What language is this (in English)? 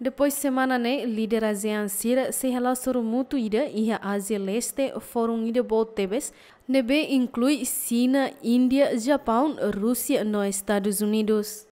Tetum